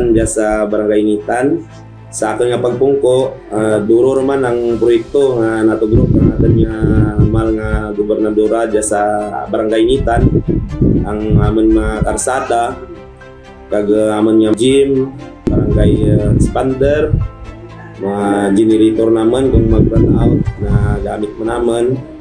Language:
Kinaray-a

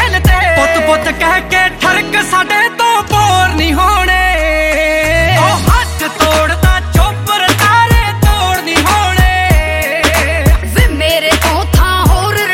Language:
Punjabi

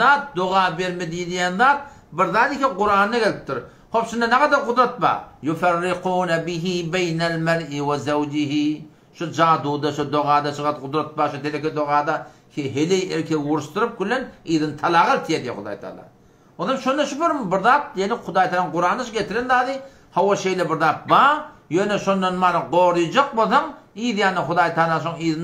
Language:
Turkmen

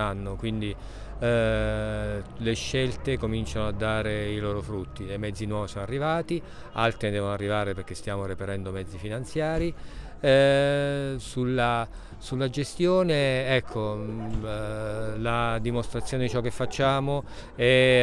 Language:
Italian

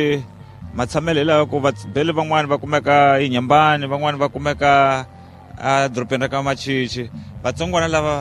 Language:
Tsonga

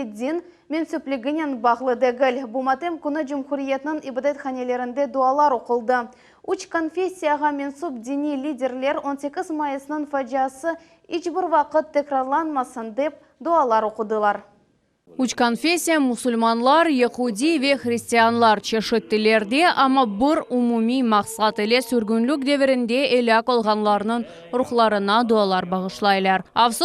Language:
Crimean Tatar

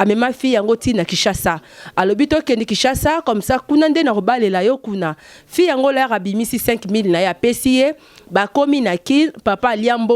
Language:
Lingala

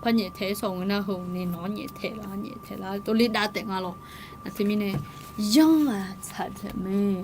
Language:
Akha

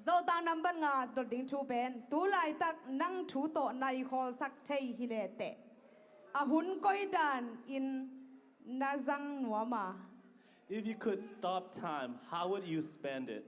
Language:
Tedim Chin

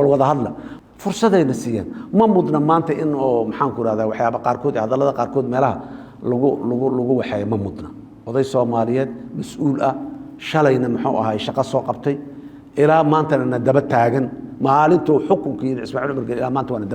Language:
Somali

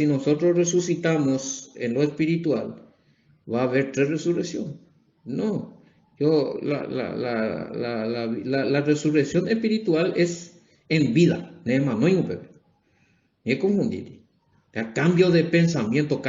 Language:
Guarani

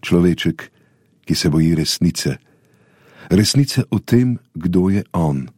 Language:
Slovenian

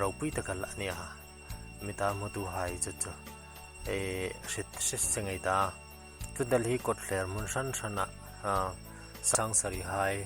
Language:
Hmar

